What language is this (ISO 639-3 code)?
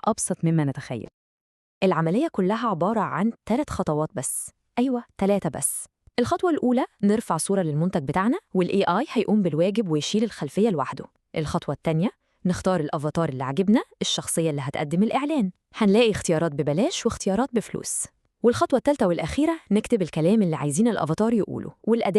arz